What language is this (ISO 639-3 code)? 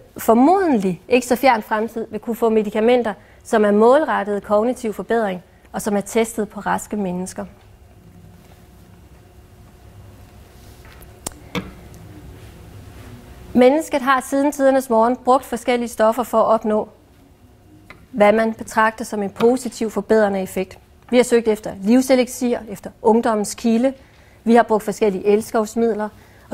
dan